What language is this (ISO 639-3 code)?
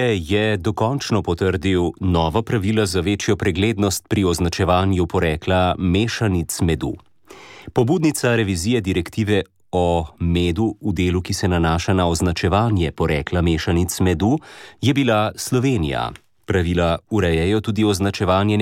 slv